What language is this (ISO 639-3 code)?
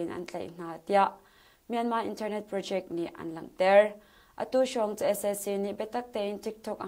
cnh